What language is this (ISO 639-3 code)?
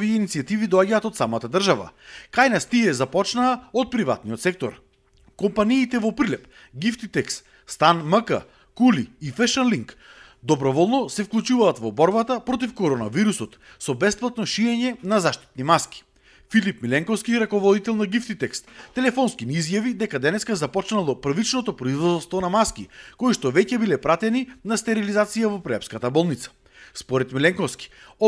mkd